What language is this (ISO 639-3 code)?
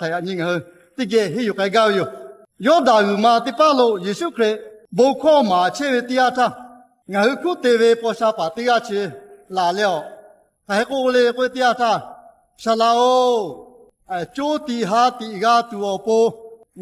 lhu